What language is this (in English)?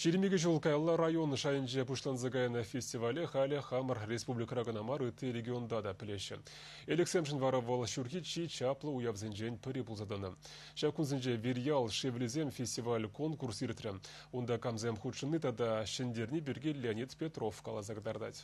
Chuvash